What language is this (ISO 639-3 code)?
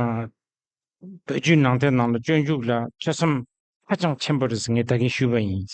bod